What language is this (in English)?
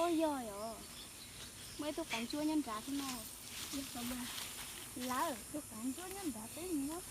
Hmong